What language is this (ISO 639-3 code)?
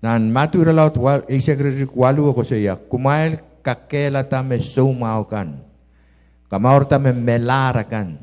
pon